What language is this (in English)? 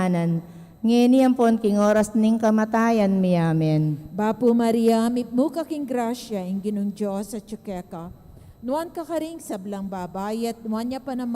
Pampanga